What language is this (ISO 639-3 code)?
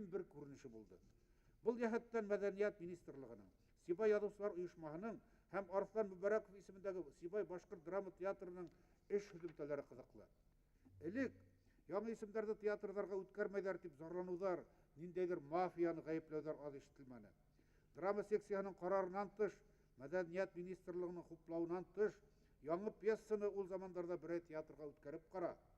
bak